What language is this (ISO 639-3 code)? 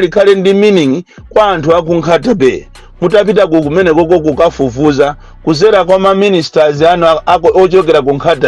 nya